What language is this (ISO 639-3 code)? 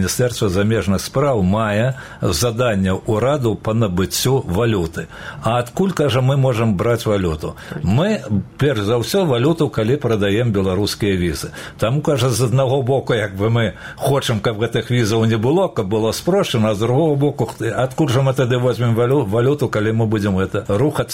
bel